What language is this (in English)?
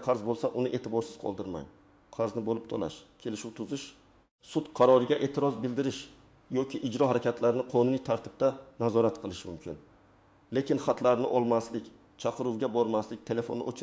Uzbek